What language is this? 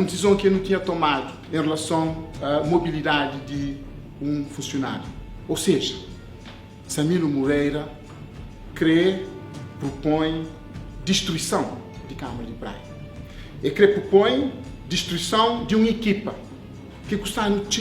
Kabuverdianu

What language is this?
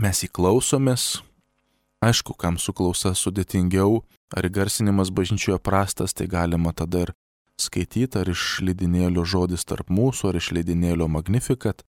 Lithuanian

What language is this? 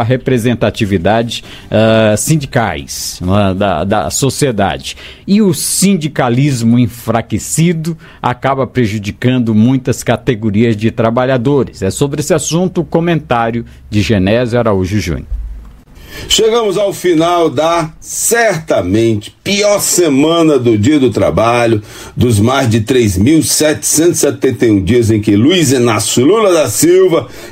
Portuguese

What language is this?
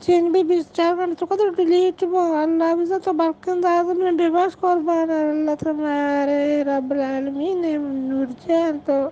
Eastern Balochi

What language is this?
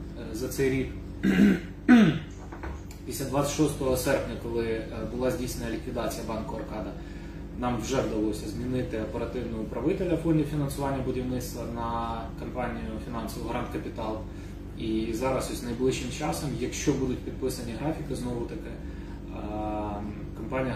Ukrainian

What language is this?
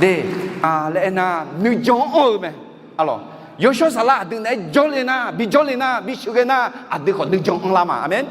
Akha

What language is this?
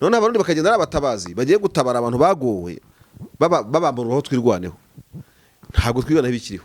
Kinyarwanda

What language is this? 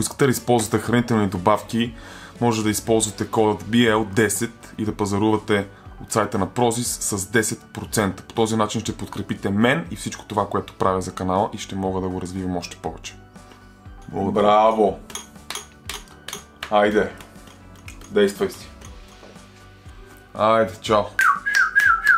Bulgarian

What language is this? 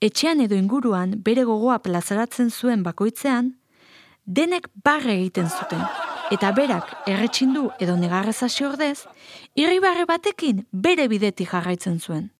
Basque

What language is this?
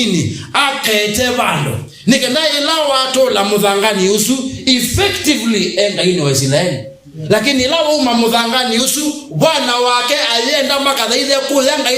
Kamba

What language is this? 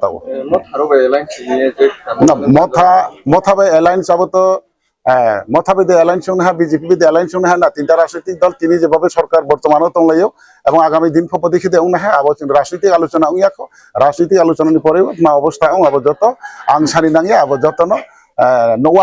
Riang (India)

